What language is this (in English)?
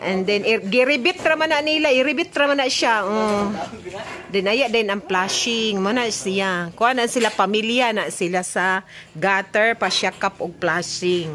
Cebuano